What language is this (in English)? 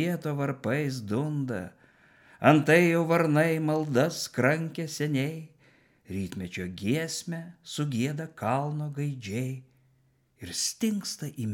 Lithuanian